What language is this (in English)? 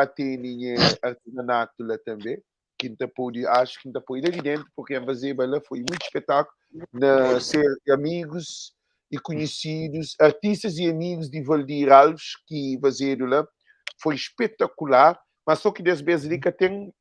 Kabuverdianu